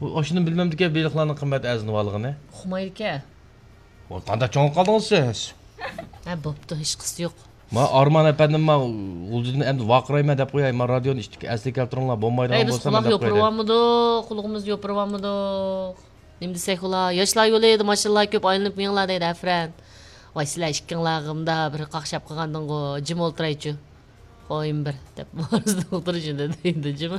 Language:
Uyghur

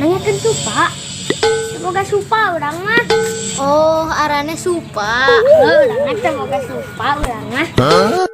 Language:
Sundanese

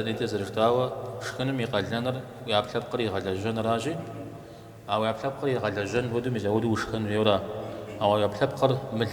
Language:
Kabardian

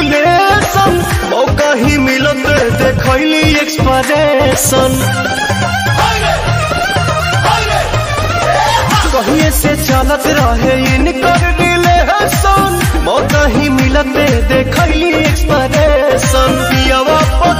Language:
Bhojpuri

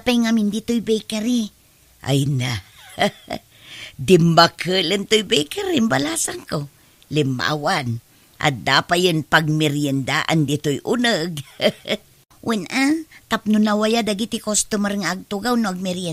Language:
Iloko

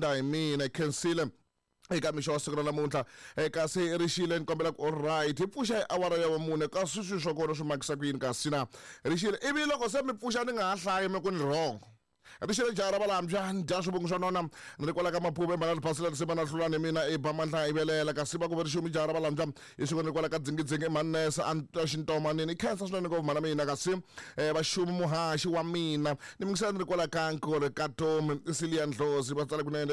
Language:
Tsonga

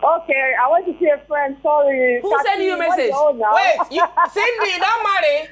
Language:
Nigerian Pidgin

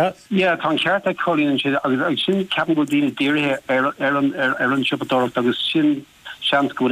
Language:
Irish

